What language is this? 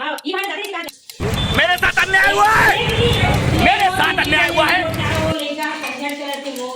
Chhattisgarhi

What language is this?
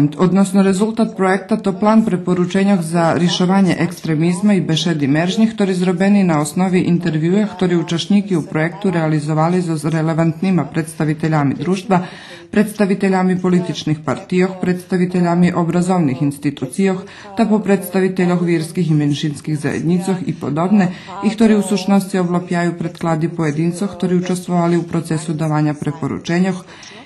Rusyn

